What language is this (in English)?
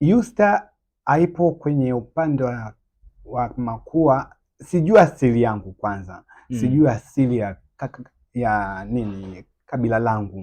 Swahili